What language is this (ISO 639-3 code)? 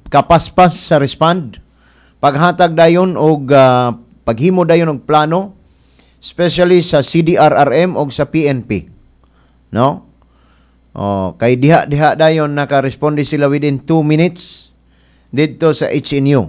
ceb